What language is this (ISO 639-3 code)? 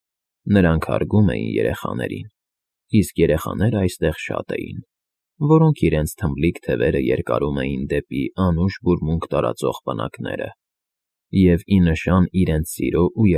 hye